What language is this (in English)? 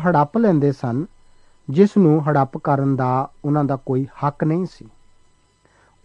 Punjabi